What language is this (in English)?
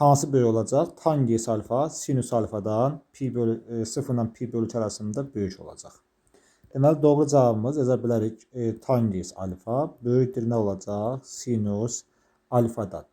Azerbaijani